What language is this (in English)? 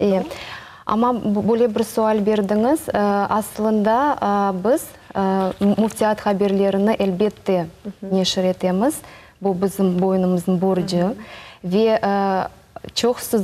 Crimean Tatar